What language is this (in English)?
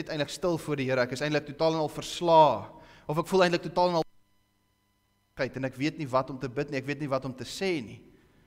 Afrikaans